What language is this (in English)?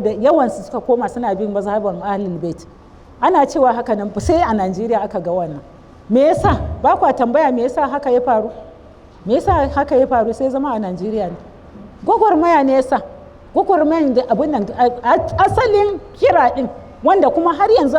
Hausa